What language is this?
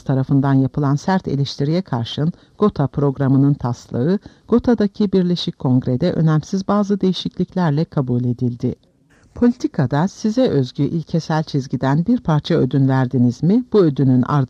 Turkish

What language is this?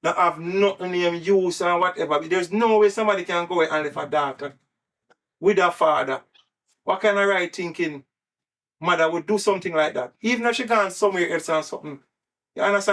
Jamaican Creole English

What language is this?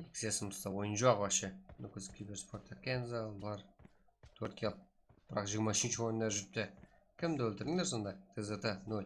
Kara-Kalpak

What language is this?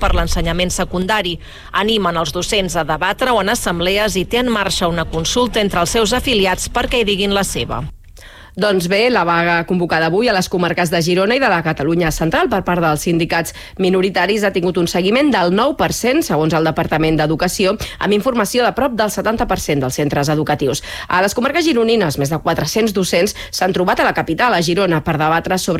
Catalan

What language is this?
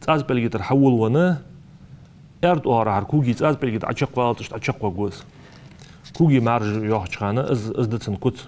Ingush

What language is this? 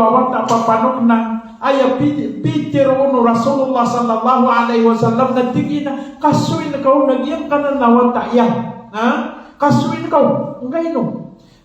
Maranao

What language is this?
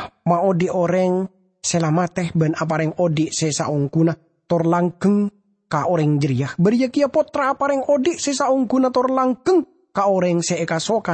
Madurese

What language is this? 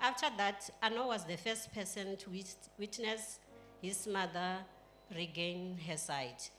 Venda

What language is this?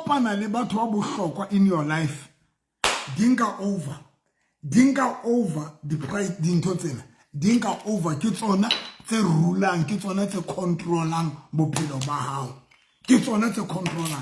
Southern Sotho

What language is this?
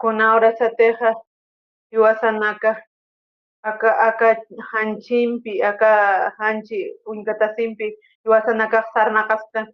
Aymara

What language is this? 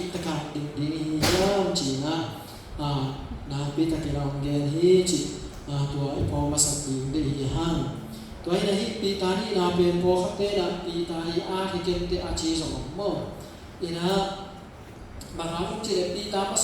Tedim Chin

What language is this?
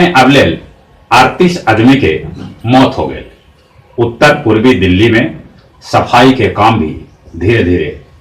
Magahi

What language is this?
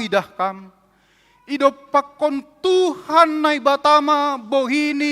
Batak Simalungun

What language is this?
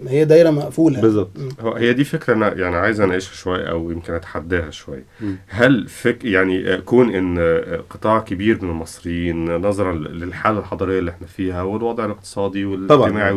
Egyptian Arabic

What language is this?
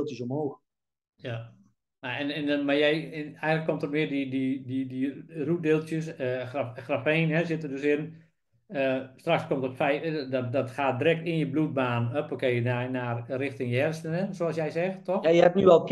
Dutch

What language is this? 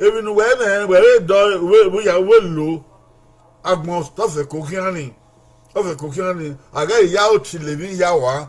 Bini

